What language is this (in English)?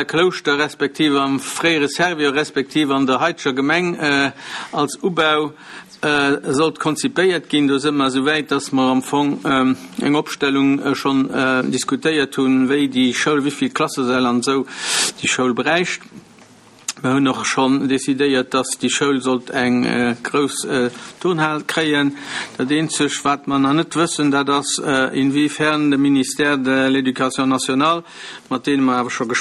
Luxembourgish